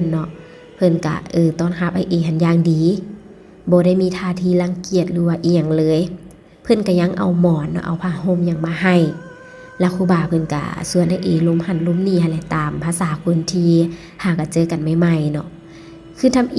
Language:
Lao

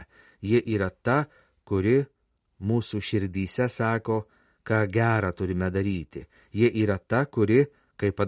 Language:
Lithuanian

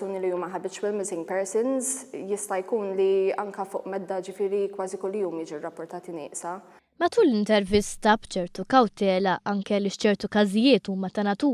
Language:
Maltese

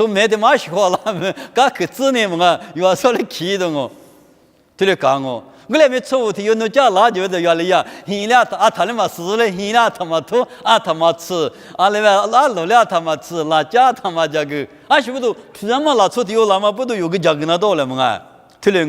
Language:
Lisu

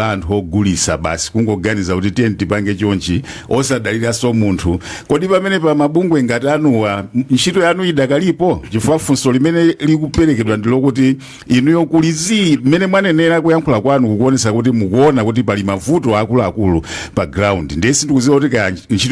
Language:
Nyanja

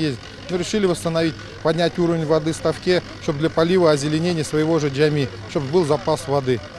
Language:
Crimean Tatar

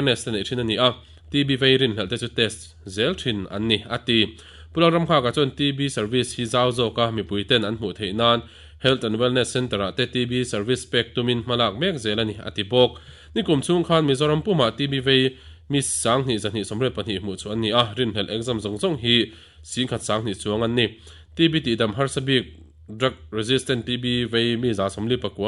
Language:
Mizo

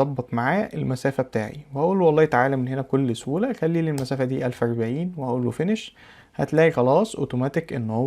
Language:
Egyptian Arabic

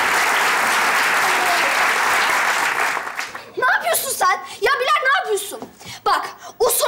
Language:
Turkish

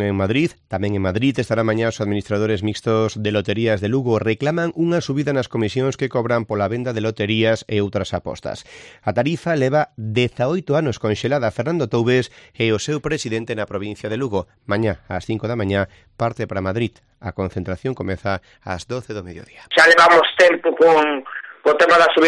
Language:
Galician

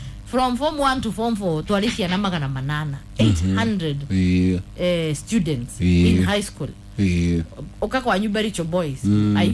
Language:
Kikuyu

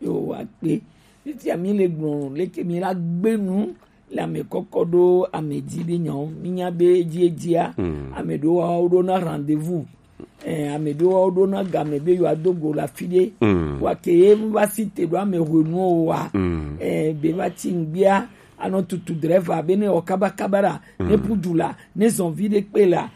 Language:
Gen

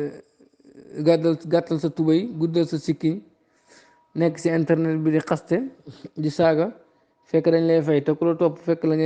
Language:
Wolof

